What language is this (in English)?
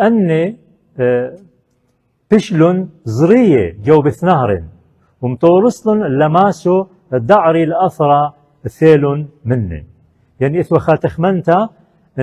Assyrian Neo-Aramaic